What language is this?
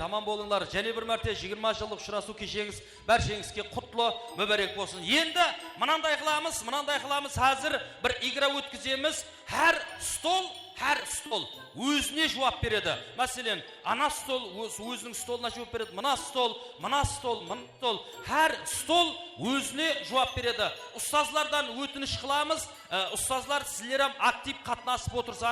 Kara-Kalpak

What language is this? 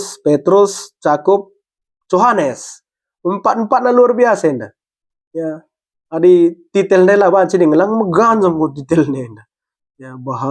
Batak Karo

